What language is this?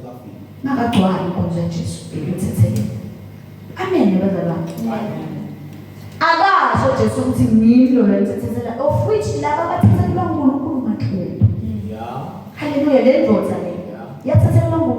Zulu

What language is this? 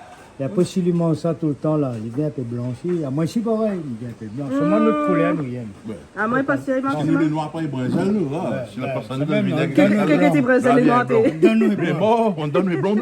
Réunion Creole French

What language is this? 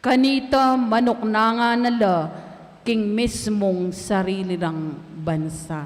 Pampanga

